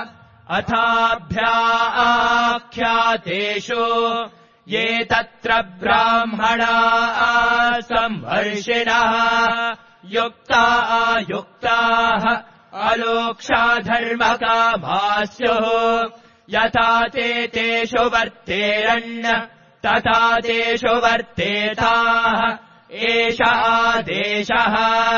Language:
Sanskrit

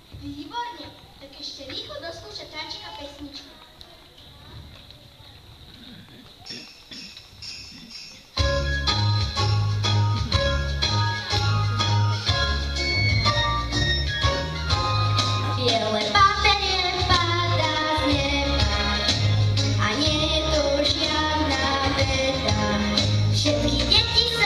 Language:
Slovak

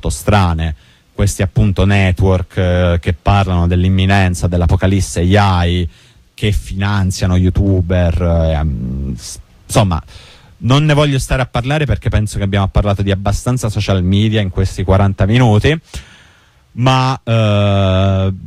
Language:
Italian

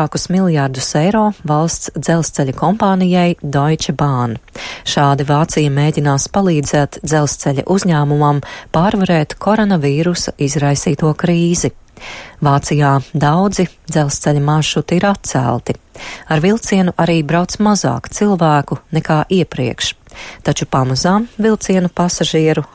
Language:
Latvian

